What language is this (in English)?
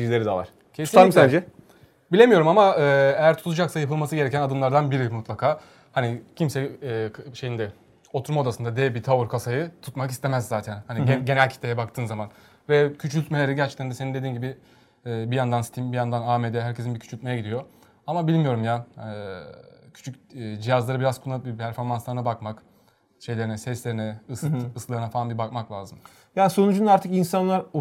Turkish